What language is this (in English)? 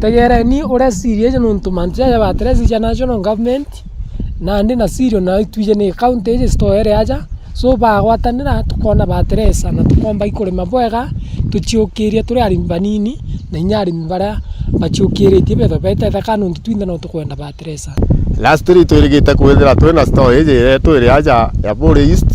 Meru